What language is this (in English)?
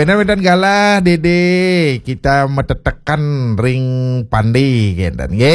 Balinese